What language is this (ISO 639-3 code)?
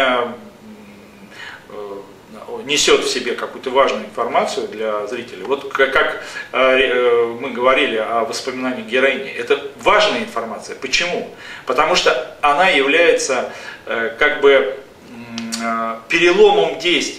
rus